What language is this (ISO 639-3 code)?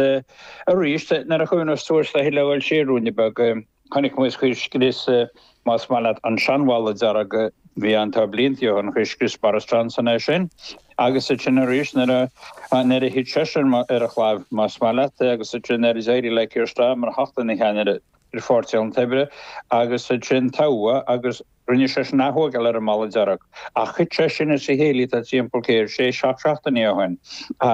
gle